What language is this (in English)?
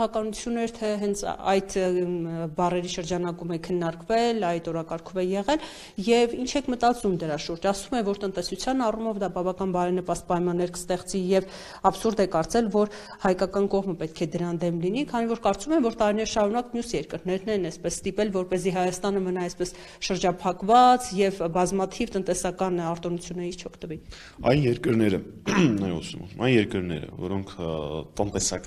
Armenian